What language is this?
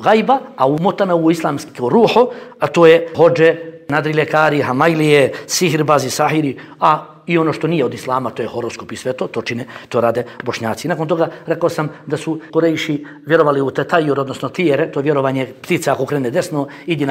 Bosnian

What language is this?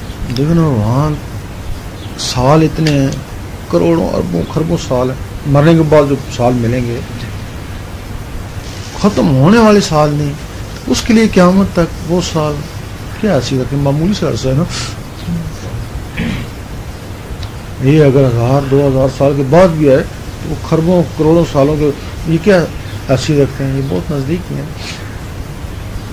Urdu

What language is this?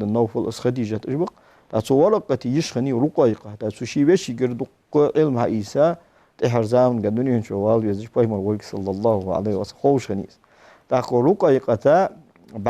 Ingush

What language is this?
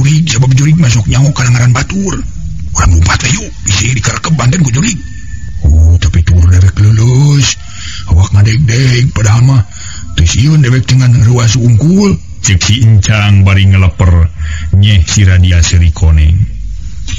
Sundanese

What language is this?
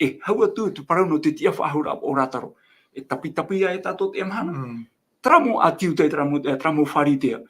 Tahitian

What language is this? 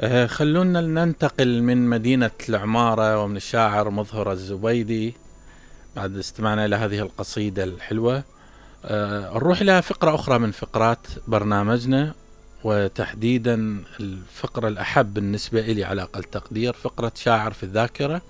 Mesopotamian Arabic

